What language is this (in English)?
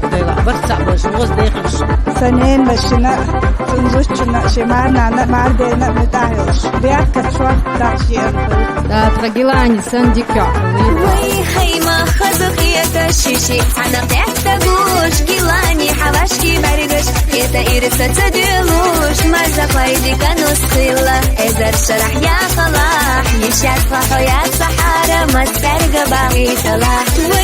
Chechen